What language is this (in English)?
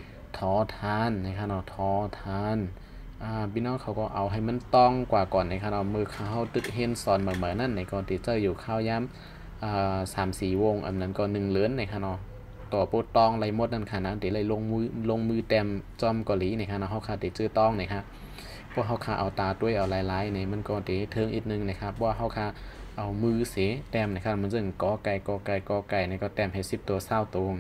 Shan